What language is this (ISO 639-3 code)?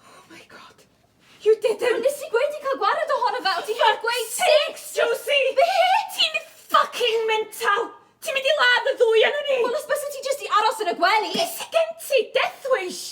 cym